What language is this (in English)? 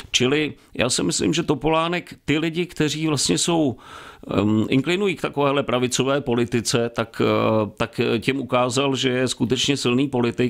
Czech